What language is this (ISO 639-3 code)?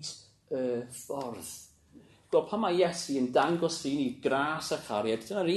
cym